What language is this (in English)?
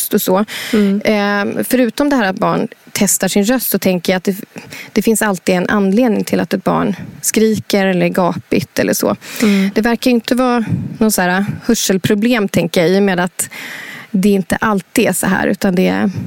Swedish